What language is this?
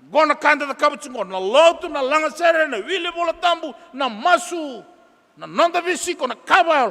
Fijian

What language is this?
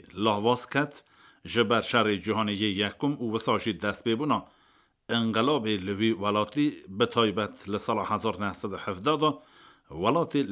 Kurdish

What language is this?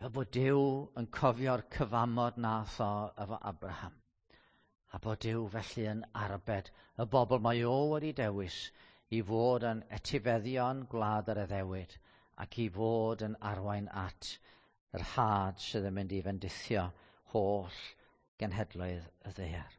Welsh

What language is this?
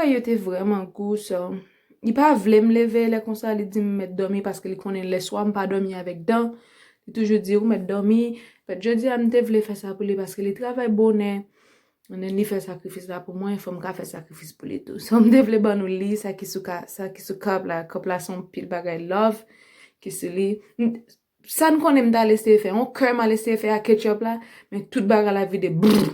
Haitian Creole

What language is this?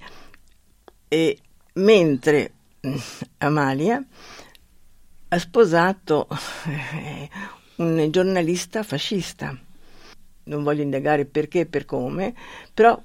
Italian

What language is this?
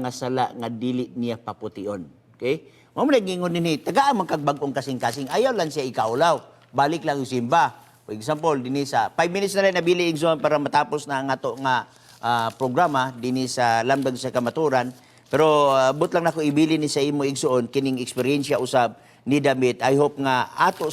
Cebuano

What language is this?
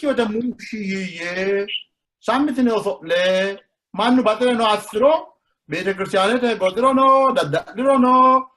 Sidamo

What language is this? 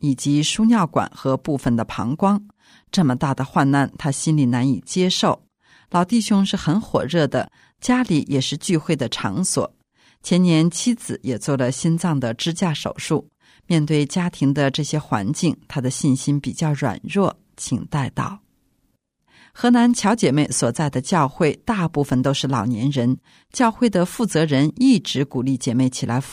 Chinese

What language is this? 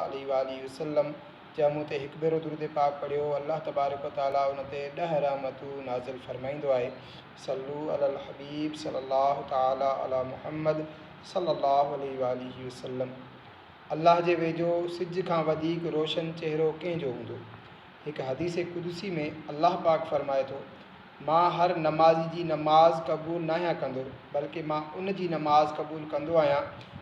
Sindhi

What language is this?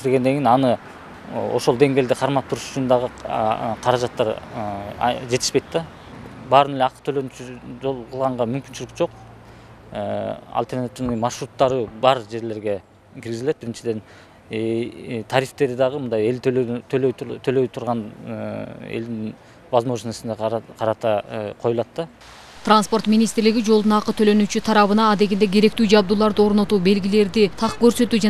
Kyrgyz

